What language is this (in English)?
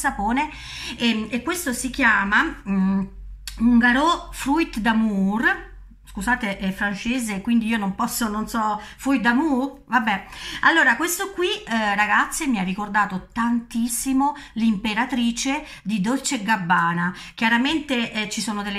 Italian